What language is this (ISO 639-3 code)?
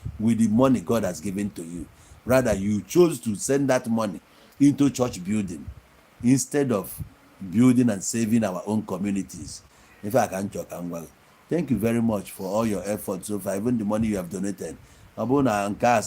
ibo